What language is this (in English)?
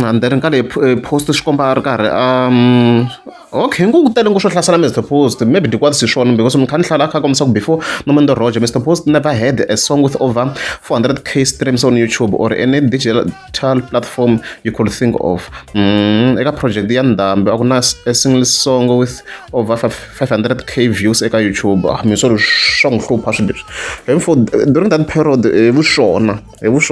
Tsonga